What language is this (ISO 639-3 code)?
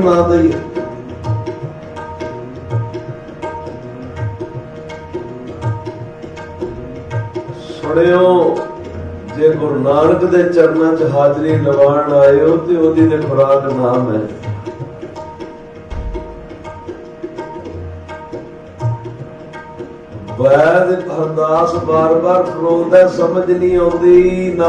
pan